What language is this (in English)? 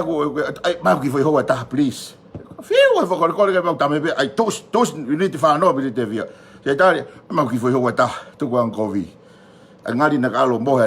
Tongan